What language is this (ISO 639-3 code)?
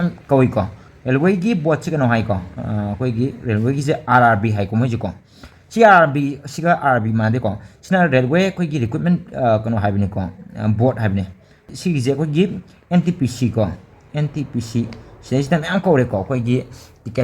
mni